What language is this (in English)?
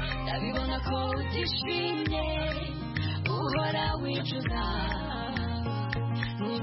Kinyarwanda